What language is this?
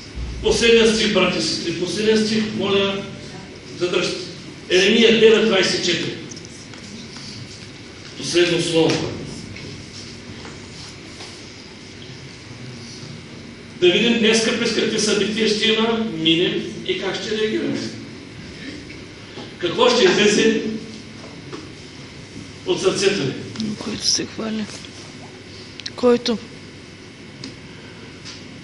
Bulgarian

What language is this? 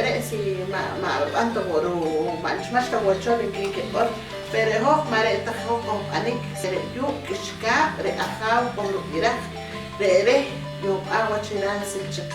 Poqomchi'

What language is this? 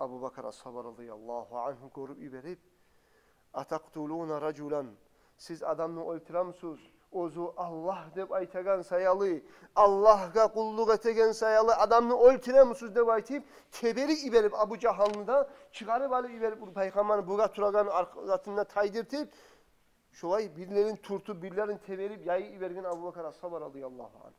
Kumyk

